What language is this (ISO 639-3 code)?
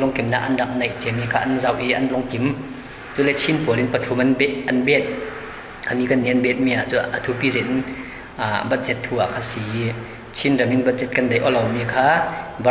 cfm